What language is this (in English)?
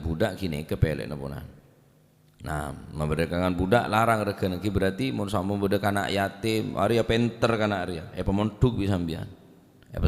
Madurese